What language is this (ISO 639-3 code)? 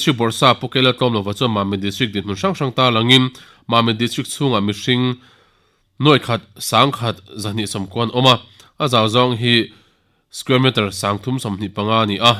lus